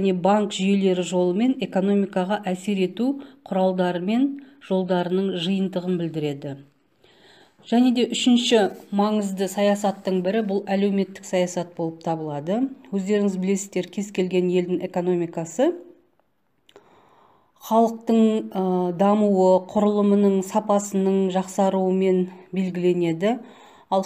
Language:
Kazakh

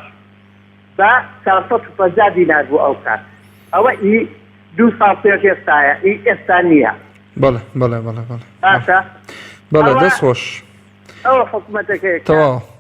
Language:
Central Kurdish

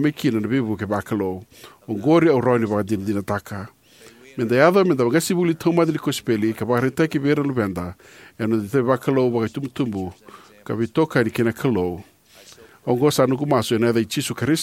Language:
Fijian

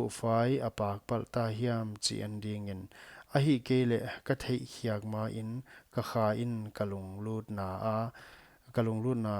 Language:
Paite Chin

